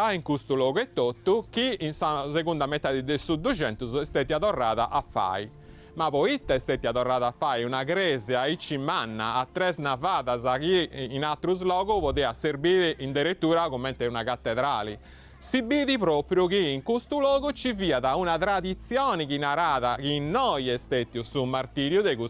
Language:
Sardinian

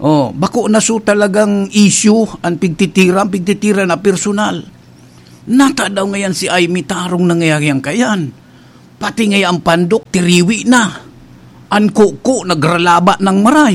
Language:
Bikol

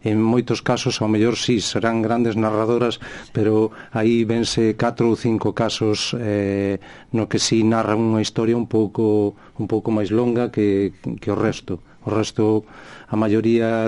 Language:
Galician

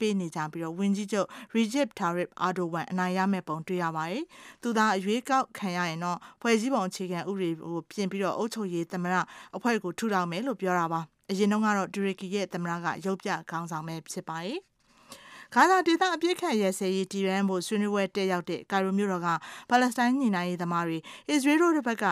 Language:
Burmese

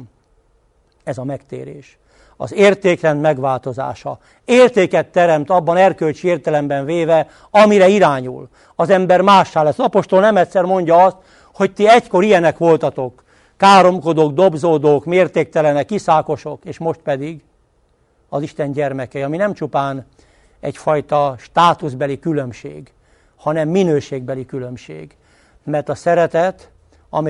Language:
Hungarian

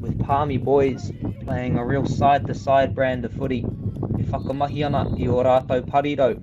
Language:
Māori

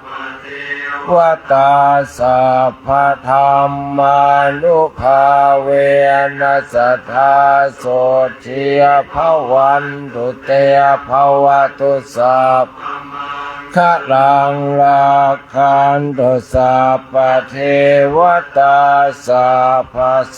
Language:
Pali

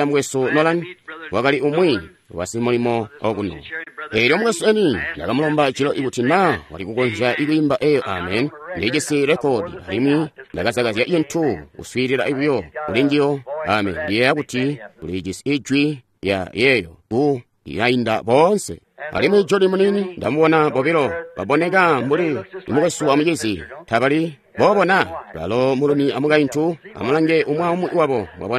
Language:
Tonga (Zambia)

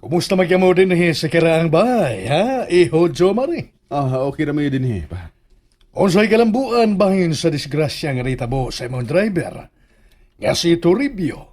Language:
Cebuano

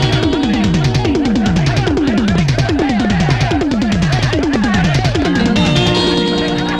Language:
Telugu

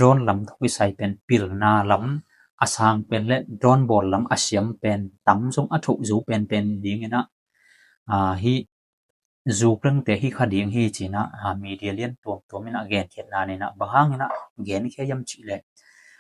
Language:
Tedim Chin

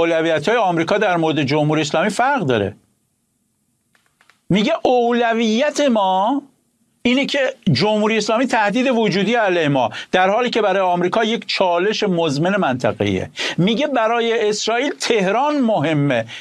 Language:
Persian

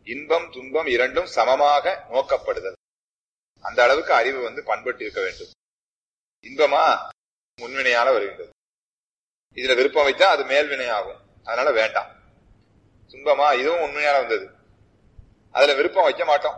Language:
Tamil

